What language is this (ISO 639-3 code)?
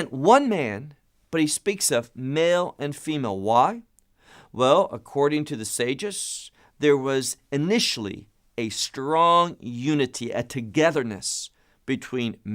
eng